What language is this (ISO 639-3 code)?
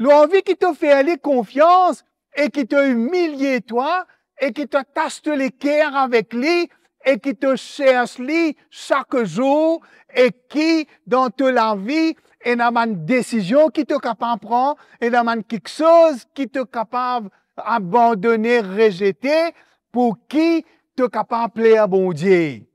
mfe